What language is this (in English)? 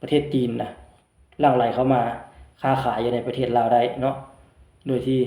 Lao